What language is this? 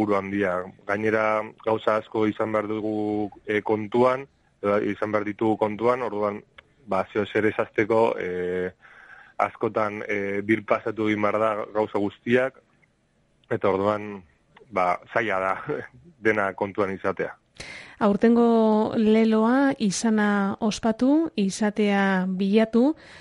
Basque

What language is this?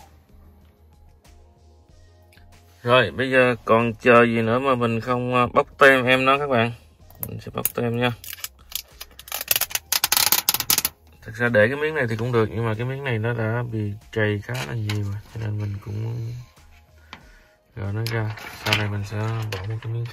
Vietnamese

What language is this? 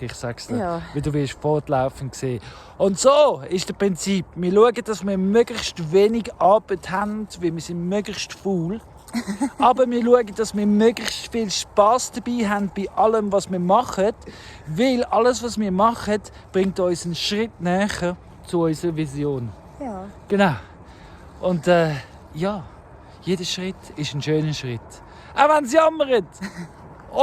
Swiss German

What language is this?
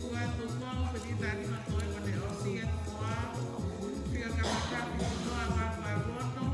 Tongan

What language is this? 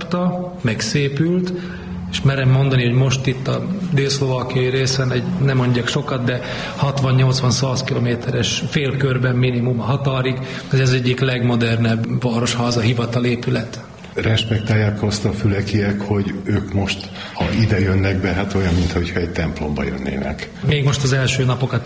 Hungarian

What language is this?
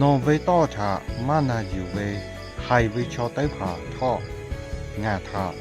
Lahu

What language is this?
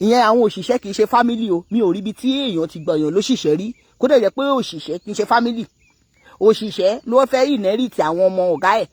Yoruba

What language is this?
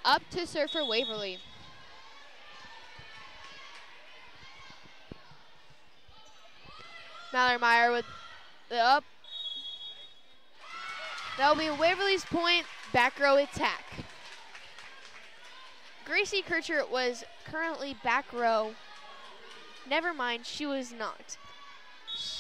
English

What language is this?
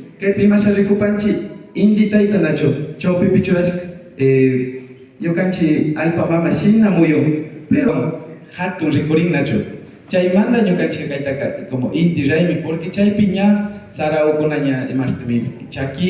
Imbabura Highland Quichua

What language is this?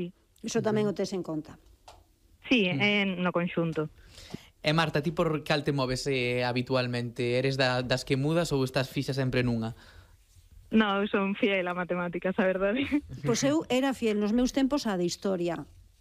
Galician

